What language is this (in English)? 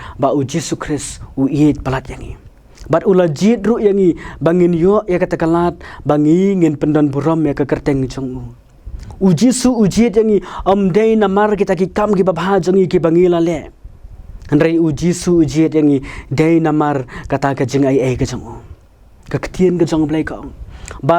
Khasi